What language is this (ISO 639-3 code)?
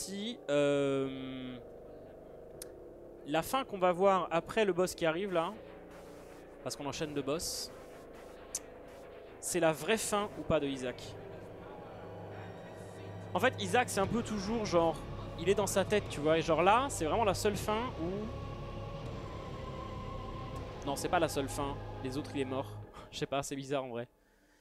fra